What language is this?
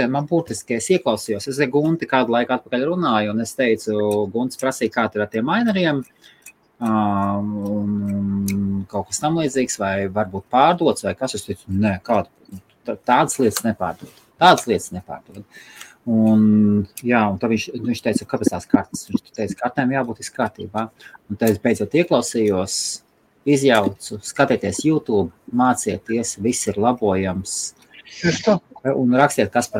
Latvian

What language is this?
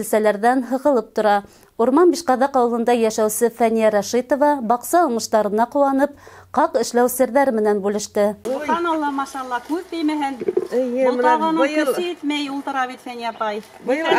Bashkir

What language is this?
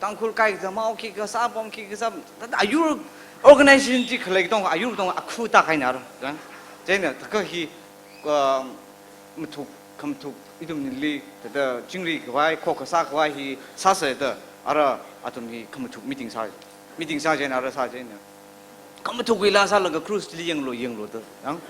Tangkhul Naga (India)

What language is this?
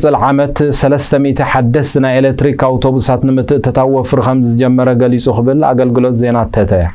Tigrinya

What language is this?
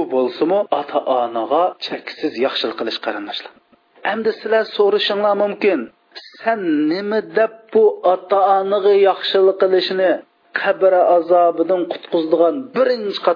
Uyghur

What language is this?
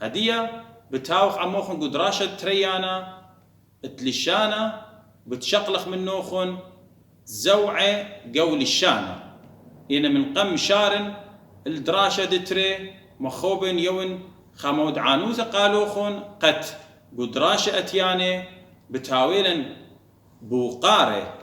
Assyrian Neo-Aramaic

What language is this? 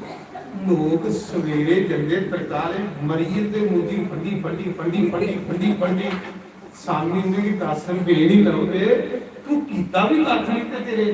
Dogri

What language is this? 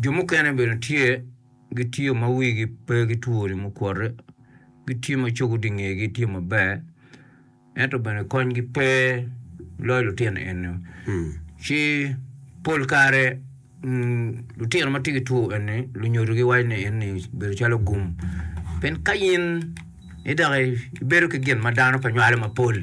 Acoli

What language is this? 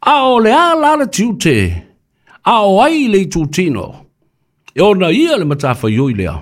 Samoan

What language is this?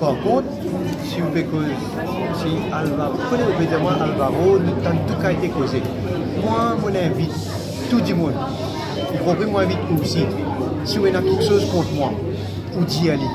Morisyen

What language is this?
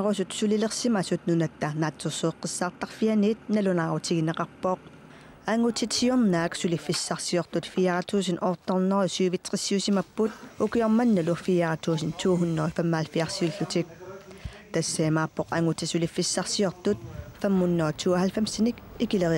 Kalaallisut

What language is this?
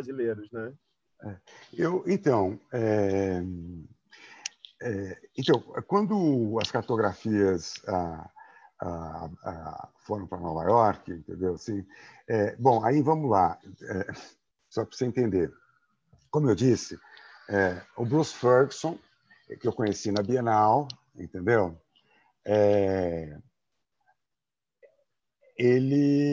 Portuguese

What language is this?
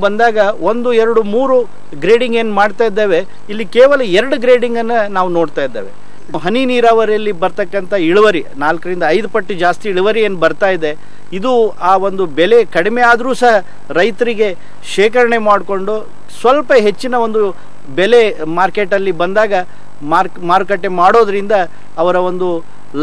Kannada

